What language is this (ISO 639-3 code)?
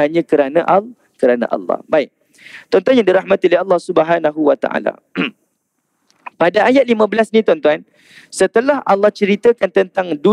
msa